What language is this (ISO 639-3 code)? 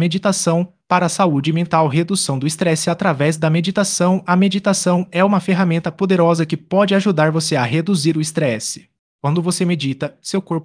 por